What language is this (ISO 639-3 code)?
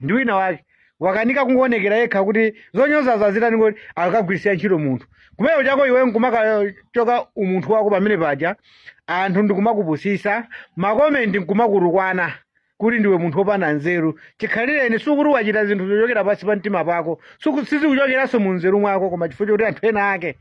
nya